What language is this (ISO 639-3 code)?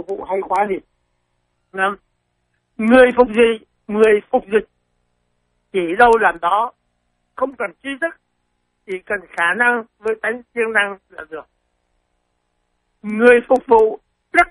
vie